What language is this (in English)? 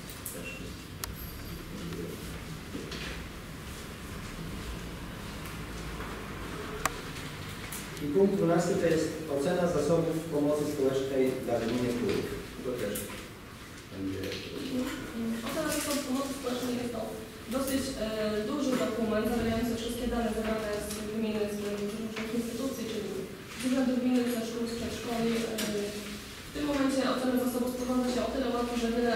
Polish